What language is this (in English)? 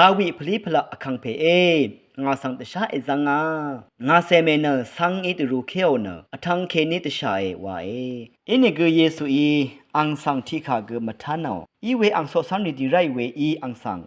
Rawang